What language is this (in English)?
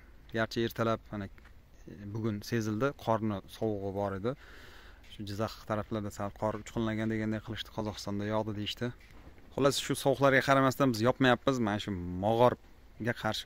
Uzbek